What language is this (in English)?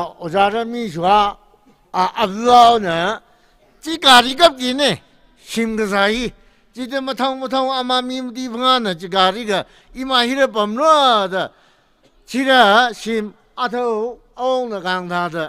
Tangkhul Naga (India)